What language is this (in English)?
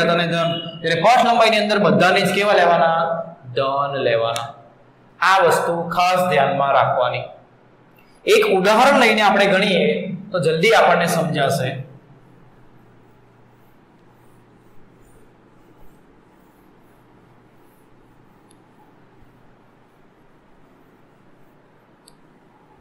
Gujarati